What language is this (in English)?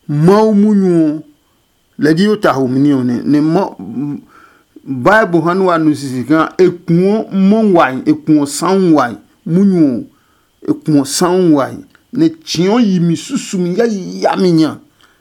Adangme